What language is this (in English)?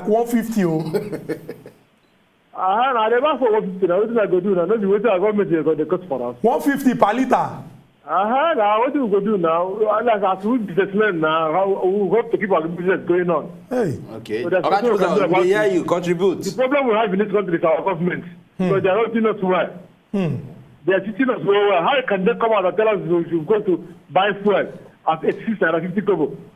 Nigerian Pidgin